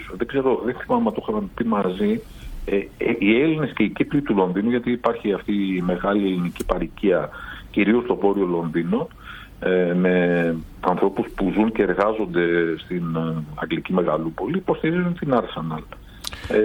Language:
Greek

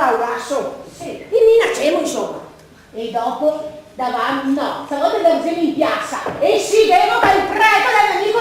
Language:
Venetian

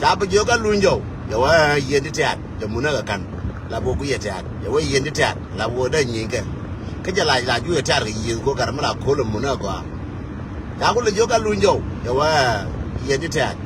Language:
Nuer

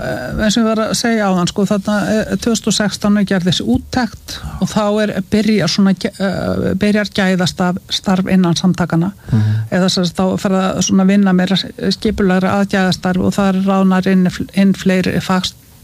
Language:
Icelandic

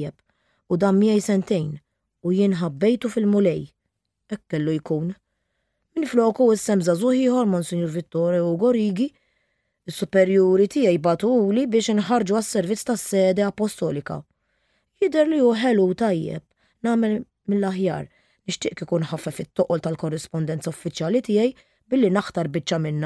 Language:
Maltese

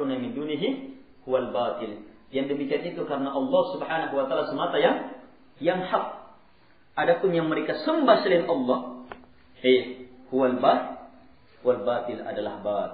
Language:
Indonesian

